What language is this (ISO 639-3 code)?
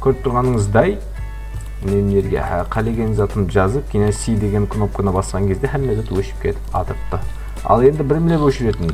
kaa